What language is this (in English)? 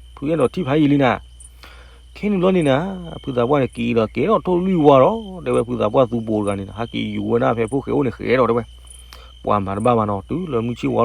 S'gaw Karen